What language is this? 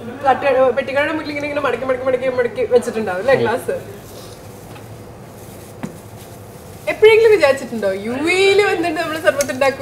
Malayalam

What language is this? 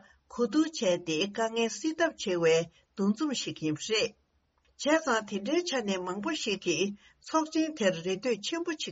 Tibetan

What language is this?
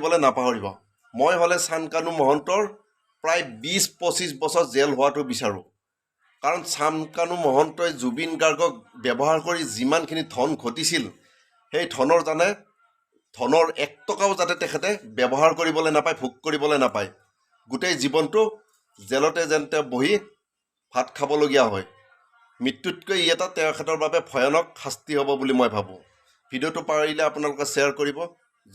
Assamese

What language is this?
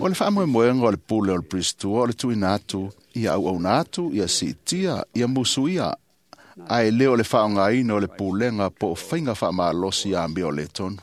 Samoan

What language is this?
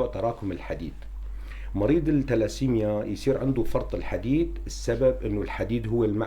North Levantine Arabic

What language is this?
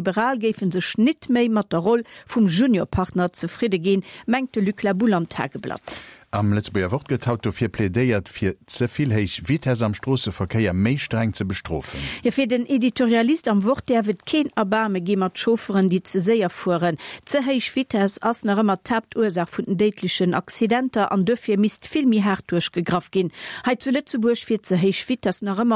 Luxembourgish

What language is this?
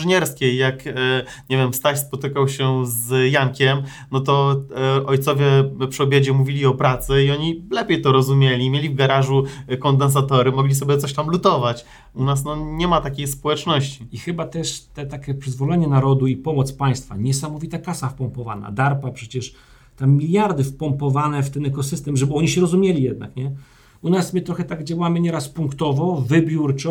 Polish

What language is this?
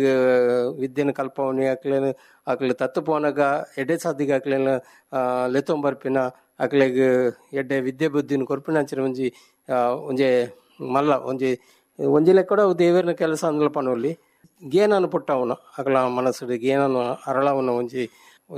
Tulu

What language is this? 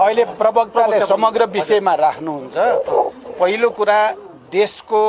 Nepali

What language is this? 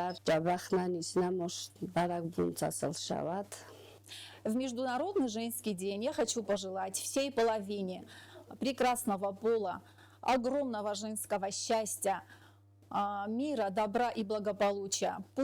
Ossetic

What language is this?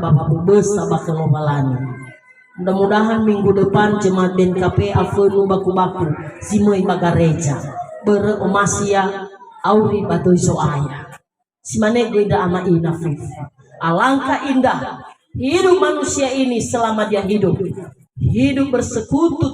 Nias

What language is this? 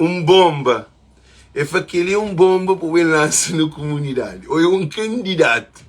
Kabuverdianu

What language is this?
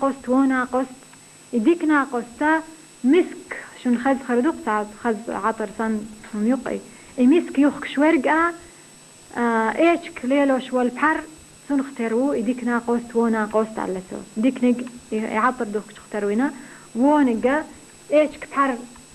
Chechen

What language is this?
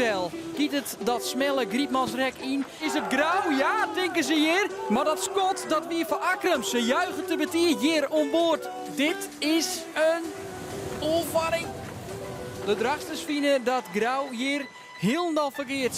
Western Frisian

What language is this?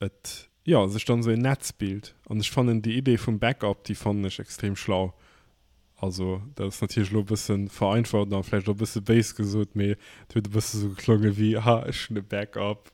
Luxembourgish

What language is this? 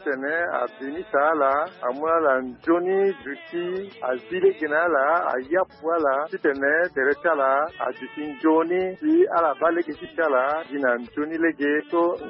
Sango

